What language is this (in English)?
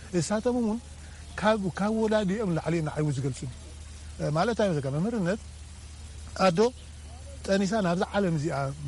Tigrinya